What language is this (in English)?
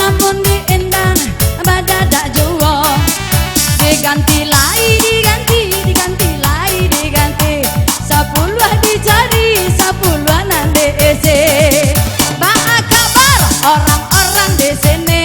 Minangkabau